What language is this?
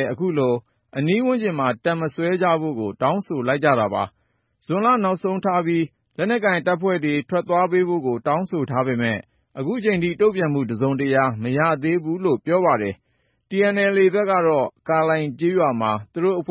Burmese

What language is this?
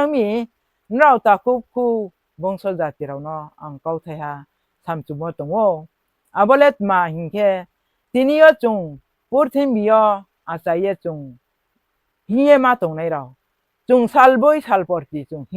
Riang (India)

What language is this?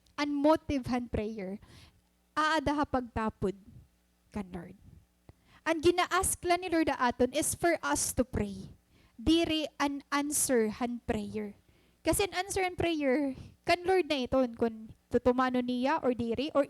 Waray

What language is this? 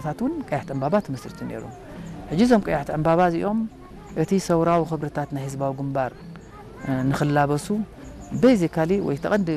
Tigrinya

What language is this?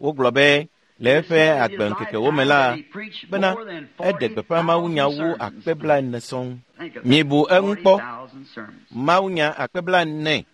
Ewe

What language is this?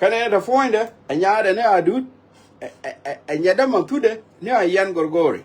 Nuer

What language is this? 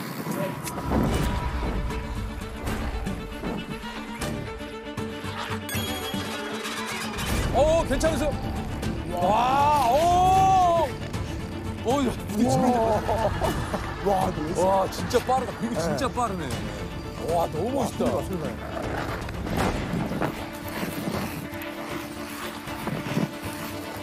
Korean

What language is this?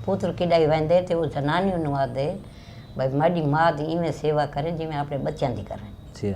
Saraiki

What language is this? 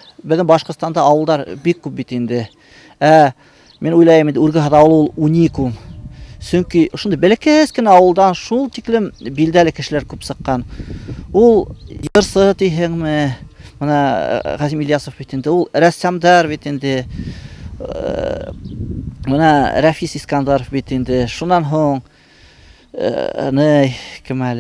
Bashkir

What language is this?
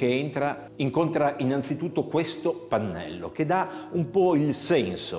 Italian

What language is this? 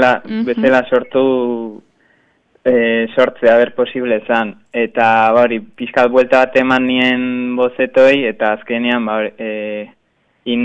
Basque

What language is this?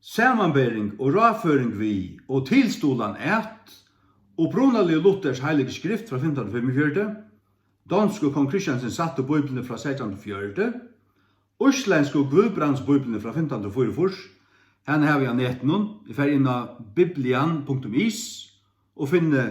Faroese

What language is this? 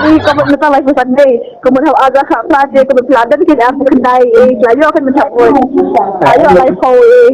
Khasi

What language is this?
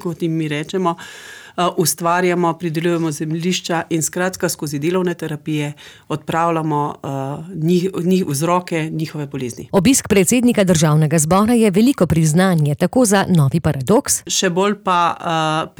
Slovenian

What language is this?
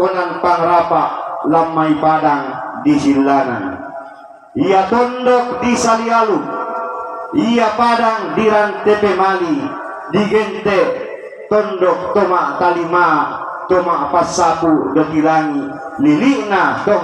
Toraja-Sa'dan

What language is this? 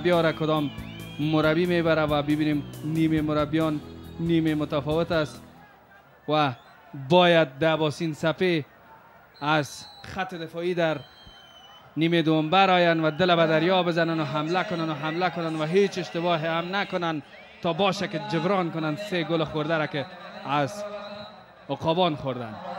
Persian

